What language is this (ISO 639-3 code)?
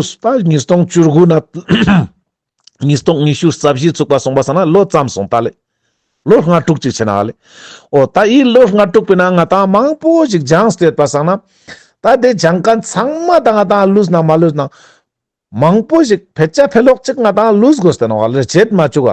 lbj